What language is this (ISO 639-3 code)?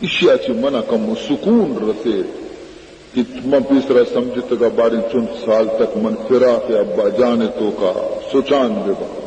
bal